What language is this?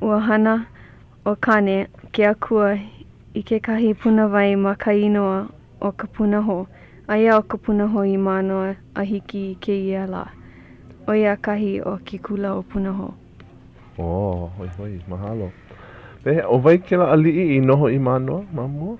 Hawaiian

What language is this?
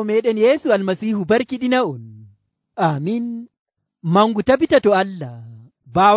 Nigerian Fulfulde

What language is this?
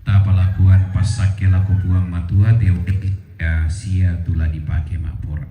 Toraja-Sa'dan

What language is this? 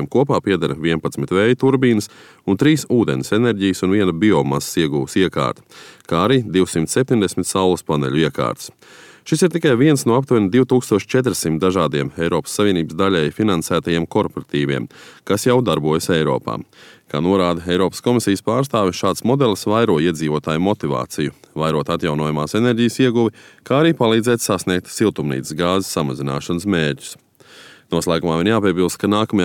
Latvian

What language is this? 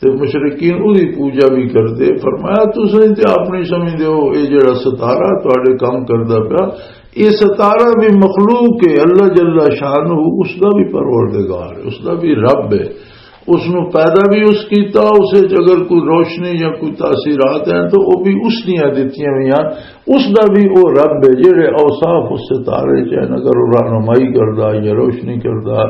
Western Panjabi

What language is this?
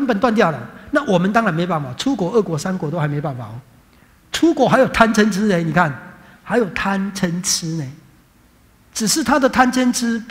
Chinese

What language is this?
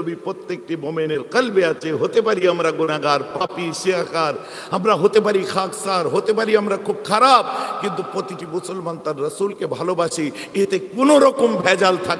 Bangla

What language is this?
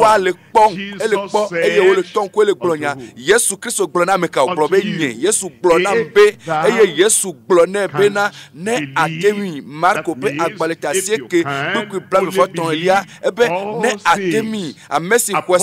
Ewe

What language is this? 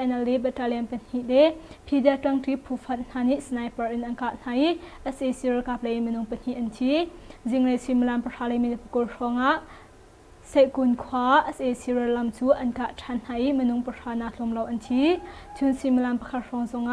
Hakha Chin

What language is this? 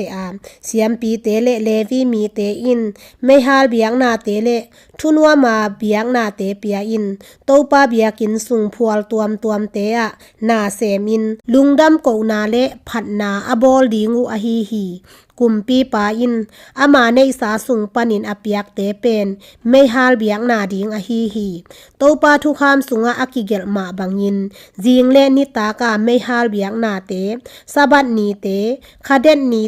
Tedim Chin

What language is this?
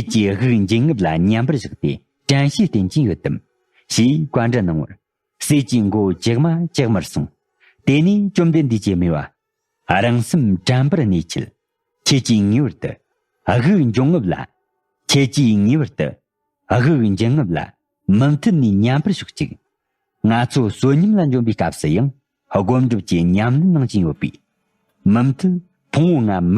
Tibetan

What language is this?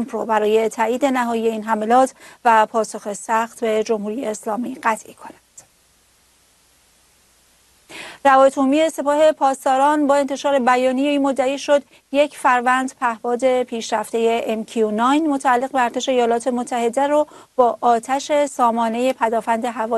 Persian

